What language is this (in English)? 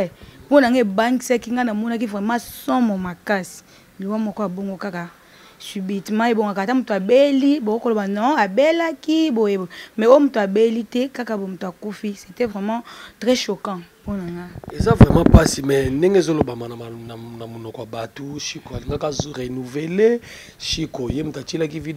Lingala